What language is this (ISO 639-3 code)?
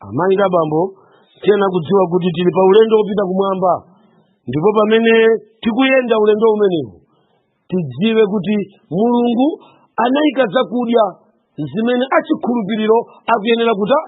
nya